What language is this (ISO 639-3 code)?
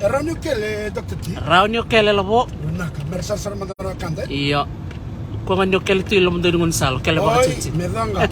fij